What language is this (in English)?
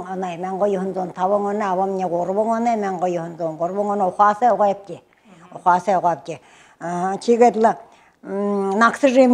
Buriat